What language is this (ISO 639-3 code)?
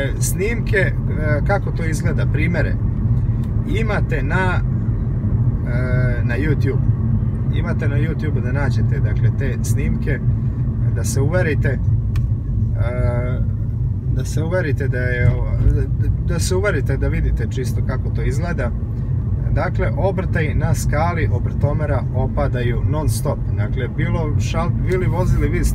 srp